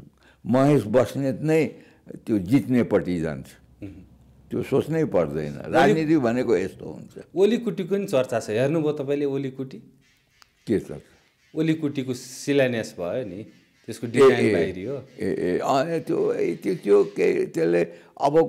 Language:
Nepali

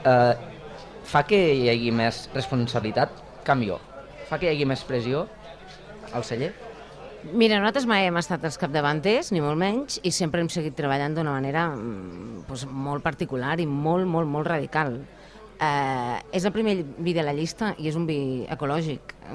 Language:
Catalan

